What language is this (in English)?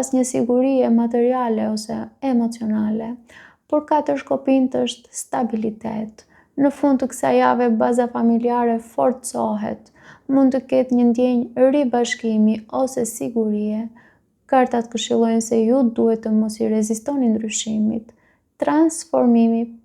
Albanian